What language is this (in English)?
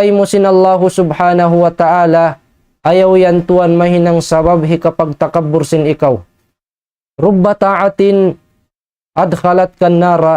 Tausug